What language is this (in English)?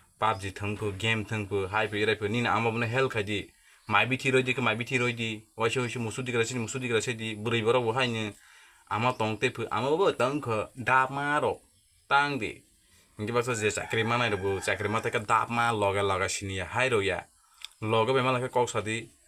Kok Borok